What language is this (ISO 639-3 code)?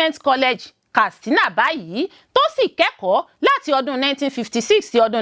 yor